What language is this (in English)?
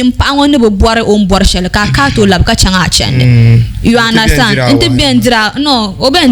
Dagbani